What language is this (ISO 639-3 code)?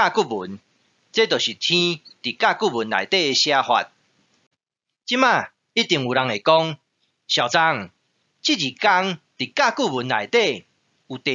nan